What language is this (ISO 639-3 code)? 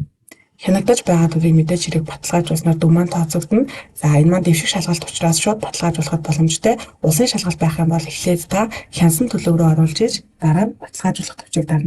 mon